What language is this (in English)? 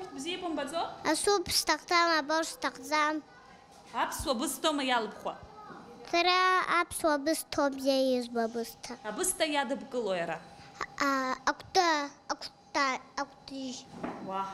Abkhazian